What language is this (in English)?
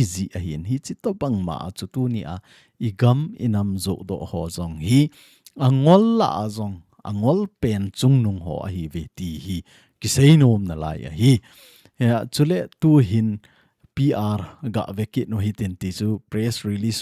Thado Chin